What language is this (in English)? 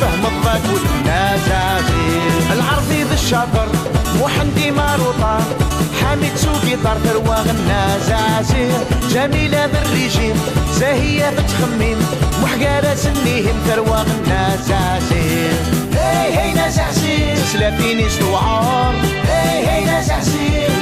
Kabyle